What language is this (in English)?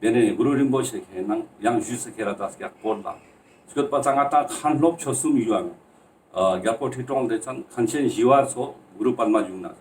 Ladakhi